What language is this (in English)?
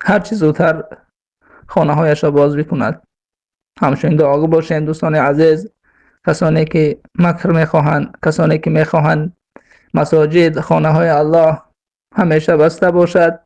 Persian